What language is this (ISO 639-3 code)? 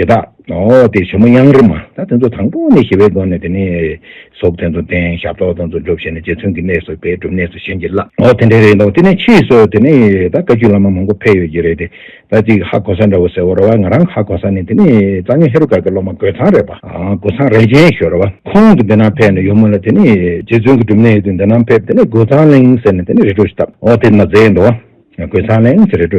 bod